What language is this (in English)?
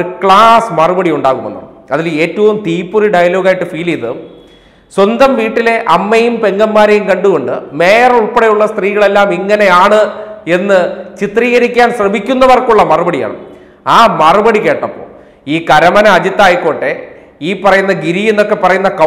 Malayalam